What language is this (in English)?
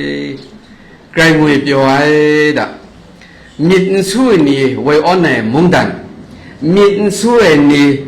Kachin